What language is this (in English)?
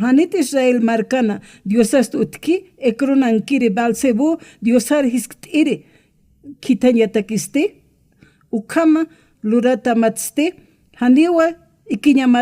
Aymara